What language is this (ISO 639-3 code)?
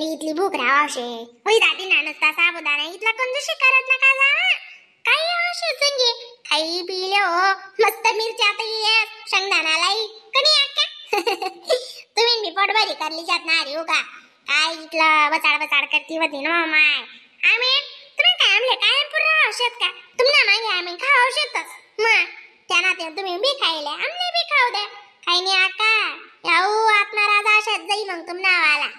khn